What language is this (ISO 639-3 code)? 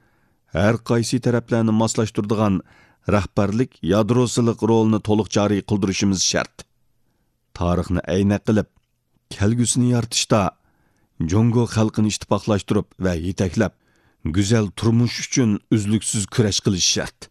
uig